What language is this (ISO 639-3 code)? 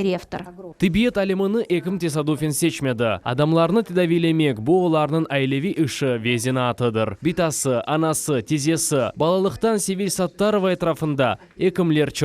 crh